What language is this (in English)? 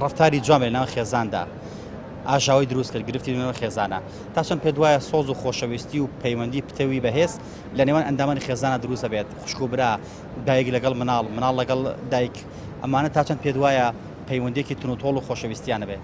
Central Kurdish